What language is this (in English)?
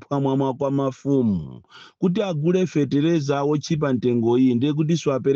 Nyanja